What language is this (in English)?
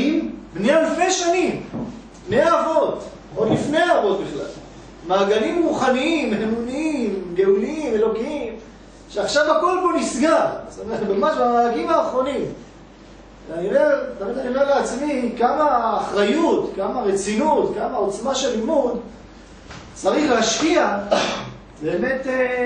Hebrew